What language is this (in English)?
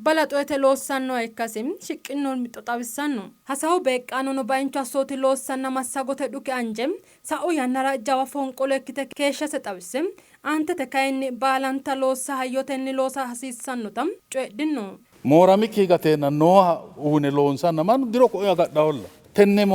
Sidamo